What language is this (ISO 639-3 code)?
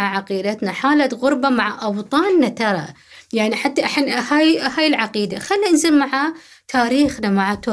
afb